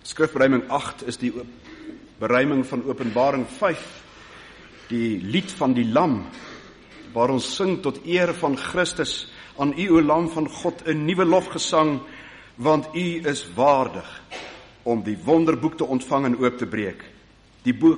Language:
Afrikaans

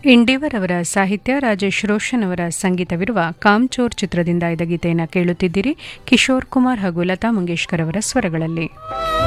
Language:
Kannada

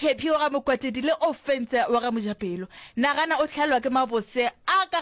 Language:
Northern Sotho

